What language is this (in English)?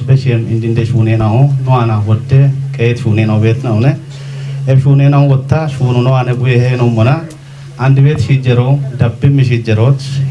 Kafa